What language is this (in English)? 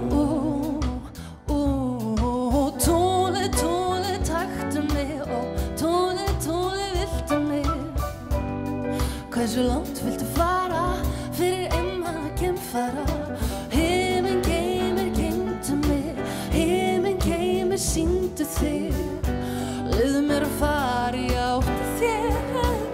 Icelandic